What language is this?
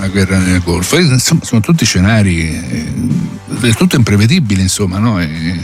Italian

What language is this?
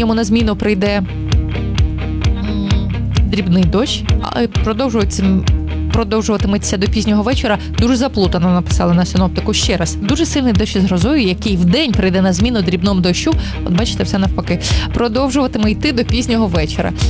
Ukrainian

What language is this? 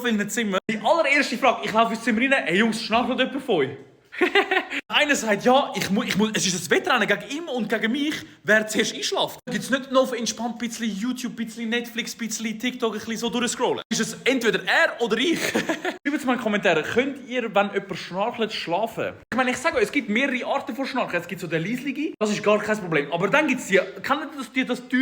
Swiss German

